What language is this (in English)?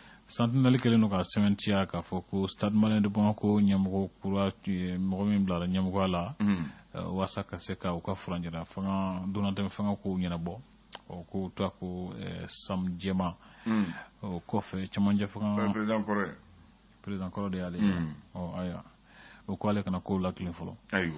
Bambara